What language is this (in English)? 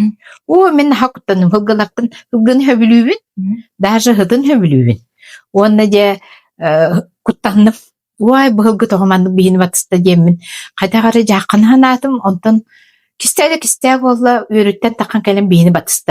Yakut